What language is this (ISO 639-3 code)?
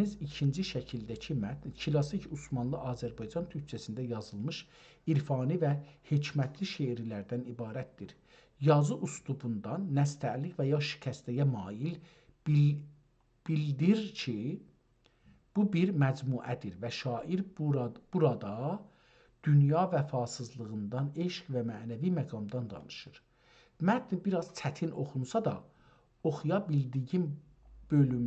azb